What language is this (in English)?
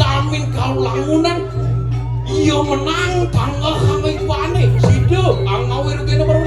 Balinese